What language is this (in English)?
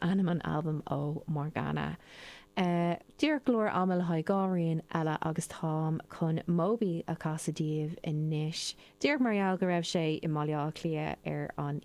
Irish